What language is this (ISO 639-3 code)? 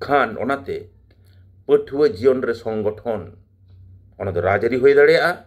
sat